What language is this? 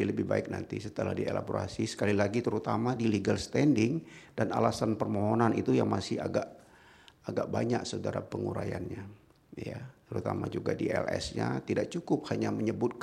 Indonesian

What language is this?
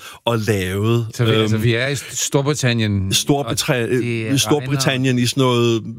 Danish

